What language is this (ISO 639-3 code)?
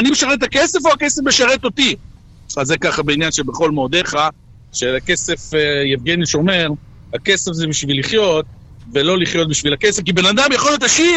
heb